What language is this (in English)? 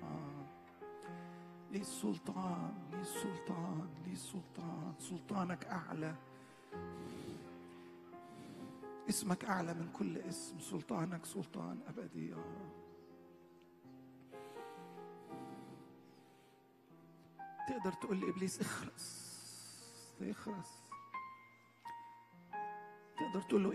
Egyptian Arabic